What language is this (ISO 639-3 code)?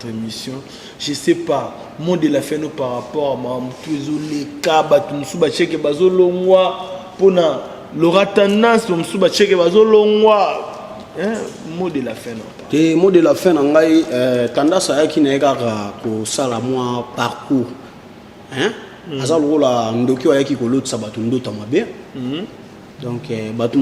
lin